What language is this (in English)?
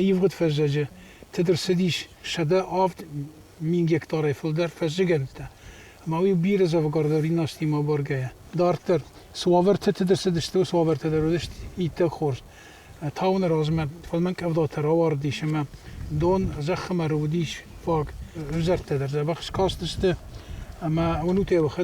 Ossetic